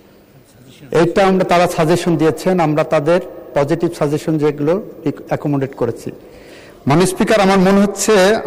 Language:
Bangla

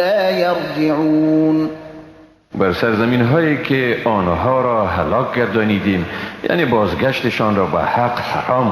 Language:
Persian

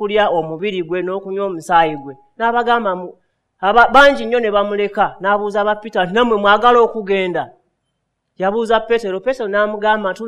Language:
Ganda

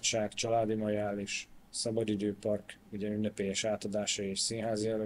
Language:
Hungarian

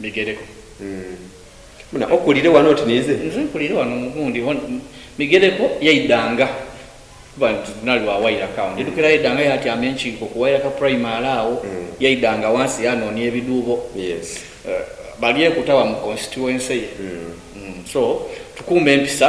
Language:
Soga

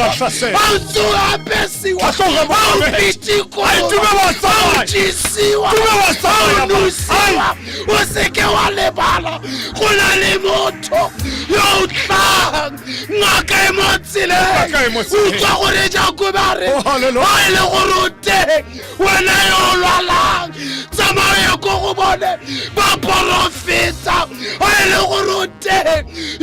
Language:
Tswana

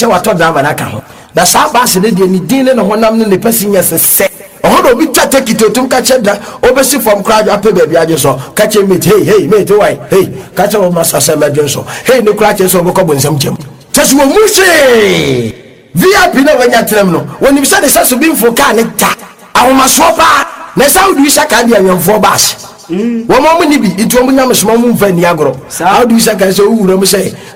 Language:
Akan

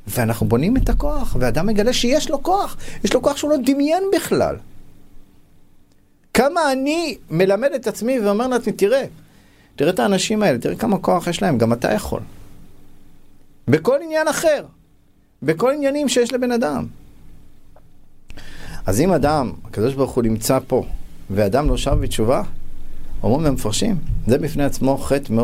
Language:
Hebrew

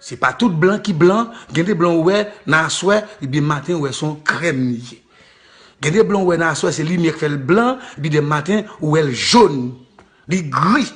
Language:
Haitian Creole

